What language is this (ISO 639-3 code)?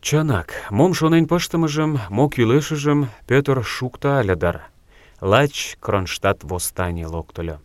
chm